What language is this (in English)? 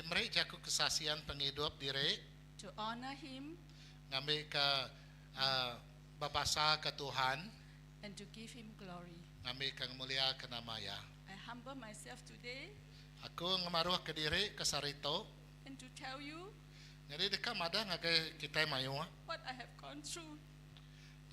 Iban